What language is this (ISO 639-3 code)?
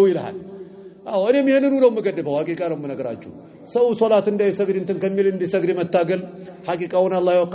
amh